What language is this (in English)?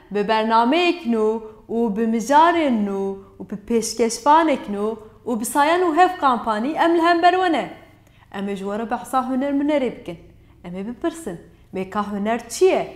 Kurdish